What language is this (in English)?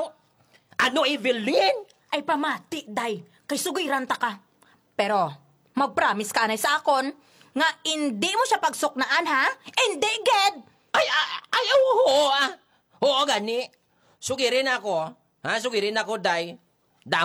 Hiligaynon